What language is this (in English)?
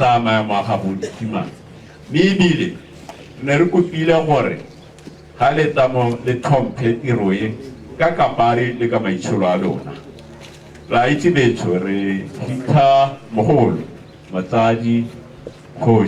Tswana